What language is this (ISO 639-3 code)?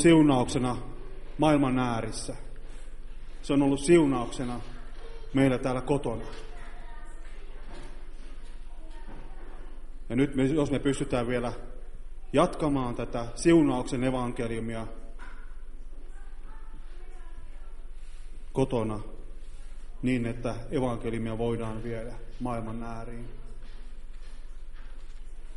fin